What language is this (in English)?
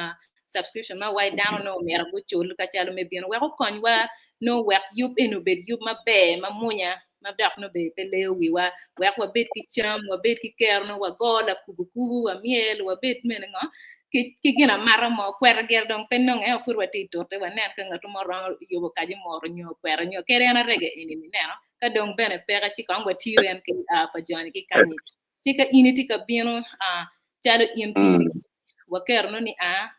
Acoli